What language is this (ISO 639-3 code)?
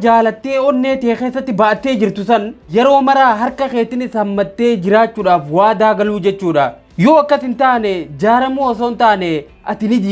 orm